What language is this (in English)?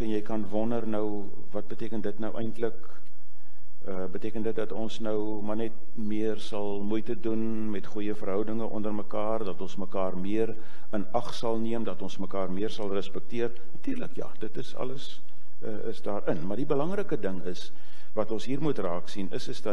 Afrikaans